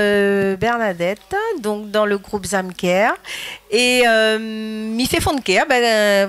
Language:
Réunion Creole French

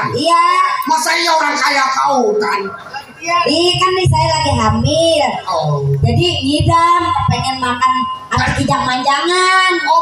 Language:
Betawi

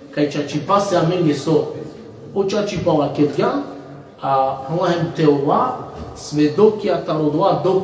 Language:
Balkan Romani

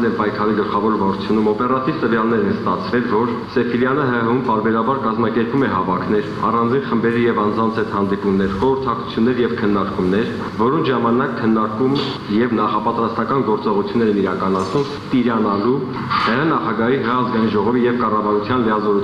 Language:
Armenian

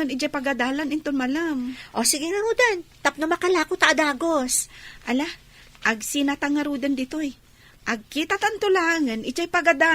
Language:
Iloko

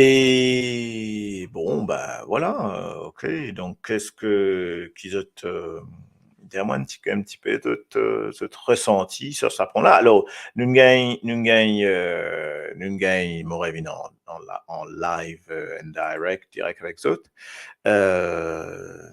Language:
Morisyen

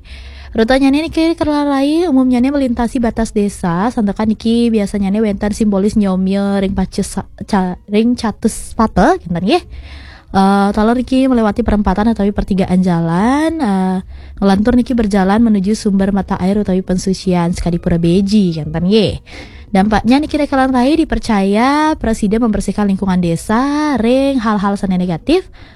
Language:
Balinese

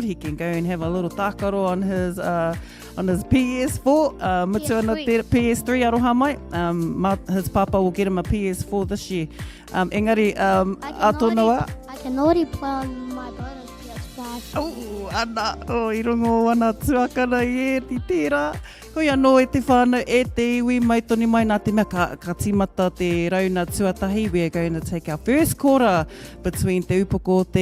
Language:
Māori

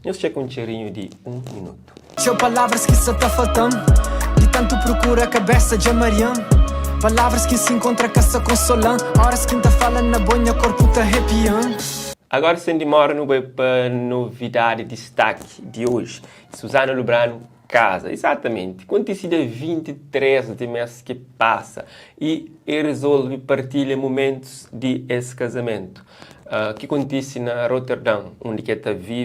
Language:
Kabuverdianu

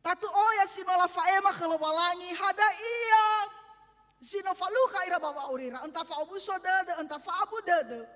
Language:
Nias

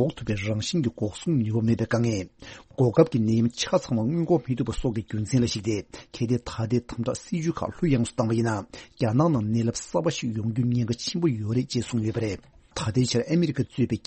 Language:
Tibetan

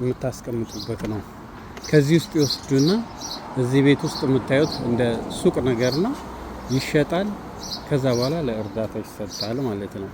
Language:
Amharic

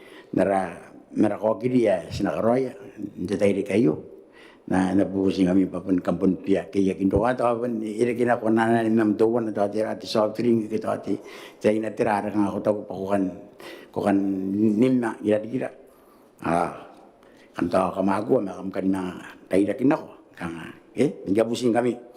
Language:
Gilbertese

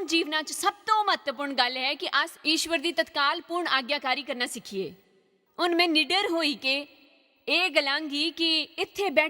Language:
Dogri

